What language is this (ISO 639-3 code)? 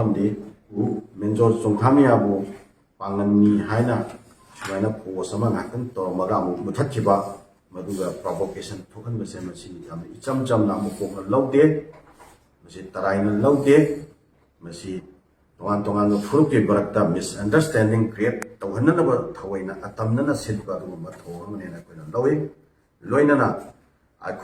mni